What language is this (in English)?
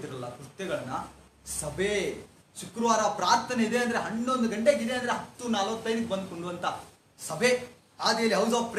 Kannada